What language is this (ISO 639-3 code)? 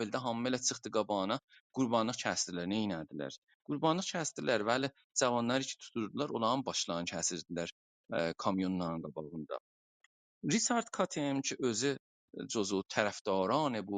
azb